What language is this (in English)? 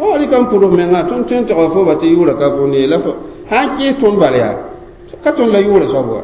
Mossi